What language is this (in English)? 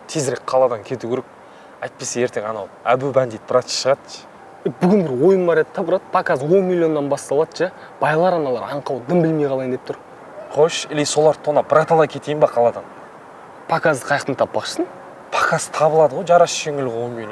Kazakh